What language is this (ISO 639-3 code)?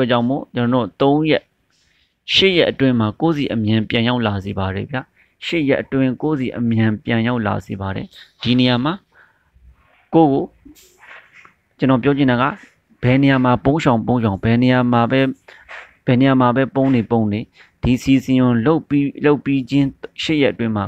mya